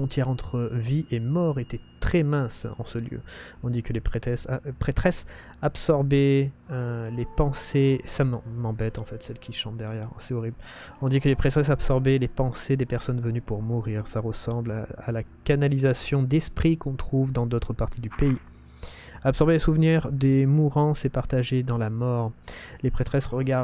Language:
French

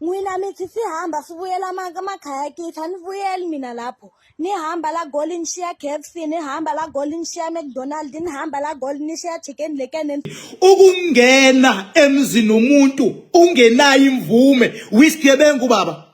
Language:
Zulu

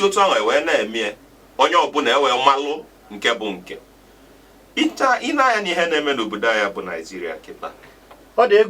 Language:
Igbo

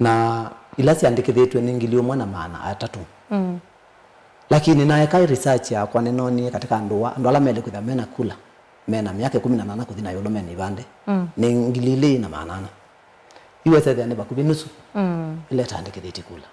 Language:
Kamba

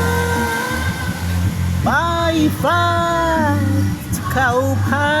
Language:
Lao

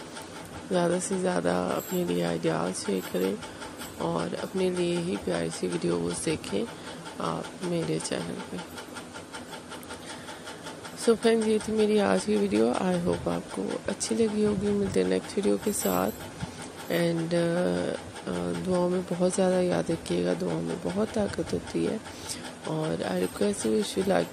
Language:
Urdu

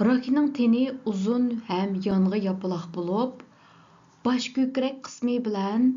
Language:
Uyghur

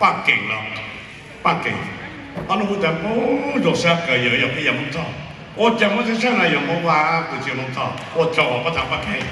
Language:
Hmong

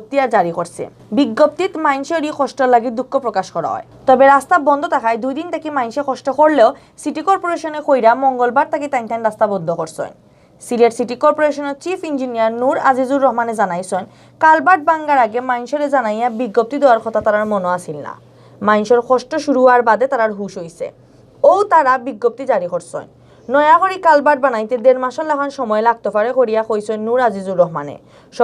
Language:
Sylheti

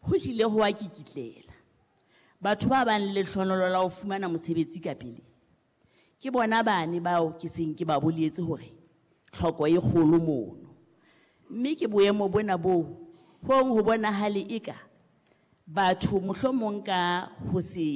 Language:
Southern Sotho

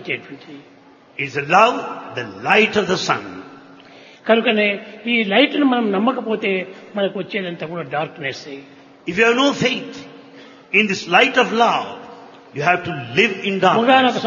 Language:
Telugu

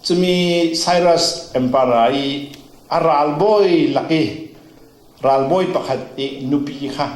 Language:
Falam Chin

